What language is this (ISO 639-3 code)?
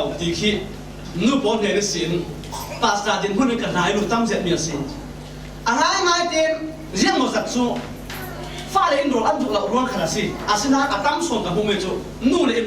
cfm